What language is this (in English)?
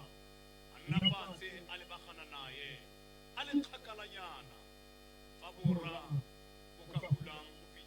Tswana